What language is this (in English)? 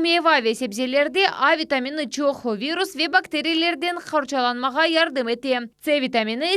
Crimean Tatar